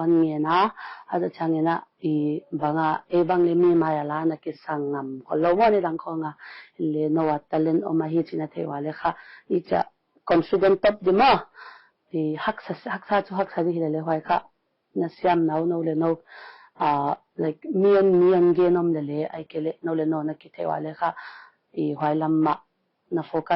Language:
Paite Chin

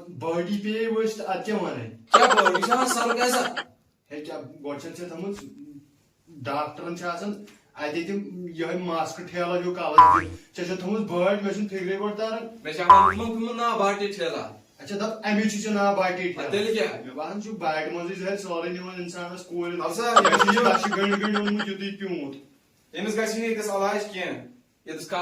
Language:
Kashmiri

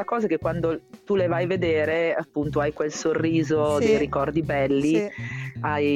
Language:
Italian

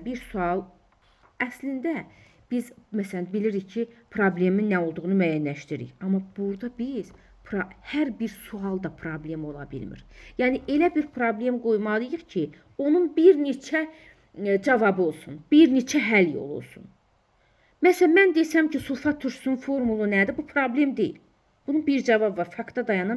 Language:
Azerbaijani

